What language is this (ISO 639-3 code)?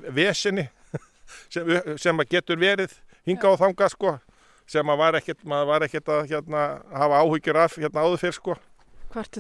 isl